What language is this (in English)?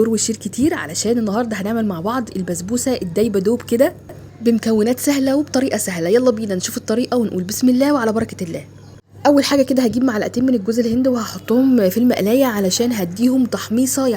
Egyptian Arabic